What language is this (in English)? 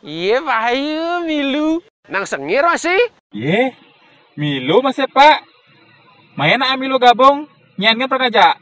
Balinese